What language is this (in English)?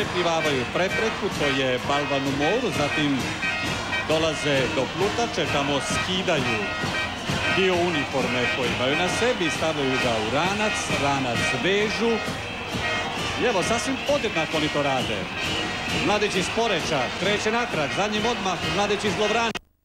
Croatian